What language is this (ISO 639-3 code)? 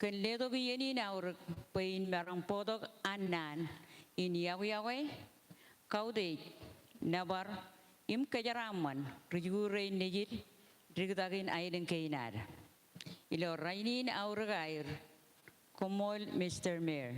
mah